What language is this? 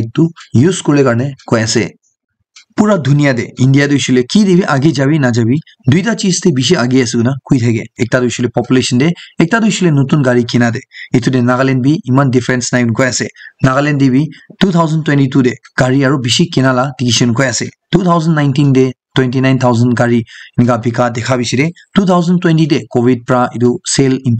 Naga Pidgin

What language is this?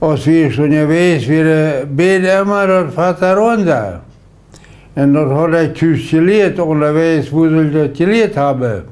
Plautdietsch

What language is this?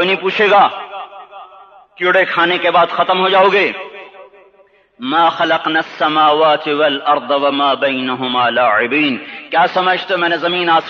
Urdu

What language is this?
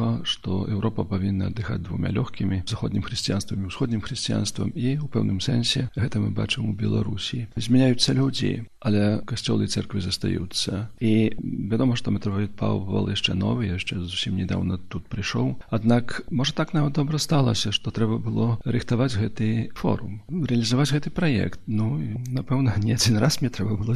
Belarusian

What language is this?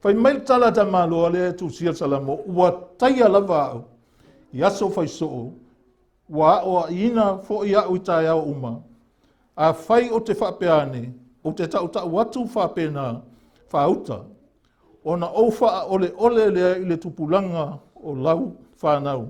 Samoan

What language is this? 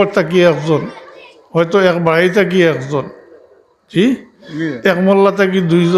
Sylheti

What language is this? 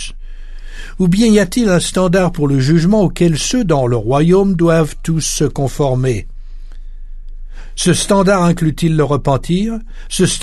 French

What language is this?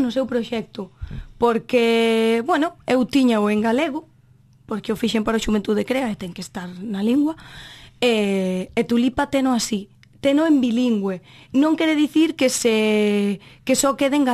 Galician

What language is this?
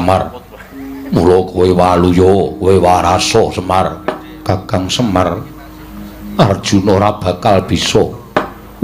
Javanese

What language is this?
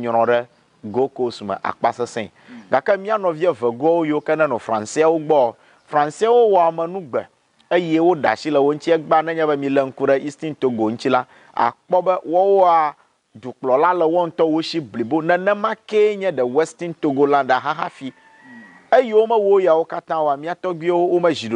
Ewe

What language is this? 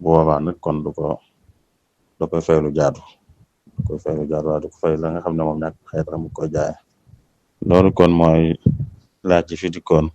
Wolof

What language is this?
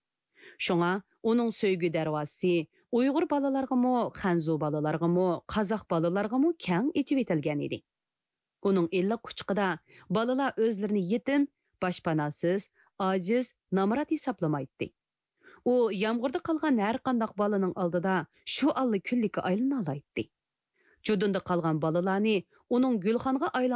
Uyghur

